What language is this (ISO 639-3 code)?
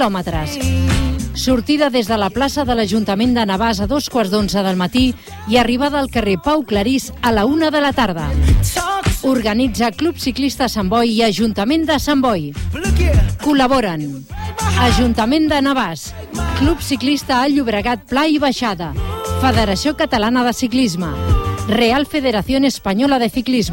cat